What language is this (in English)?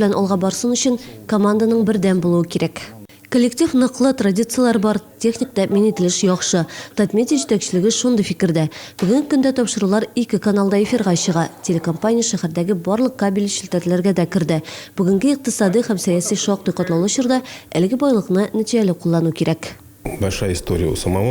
Tatar